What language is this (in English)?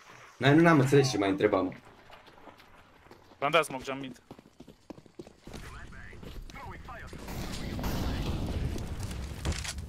Romanian